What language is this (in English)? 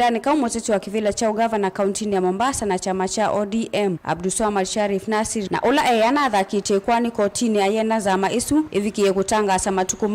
Kamba